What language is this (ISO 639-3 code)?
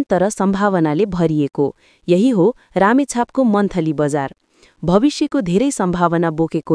nep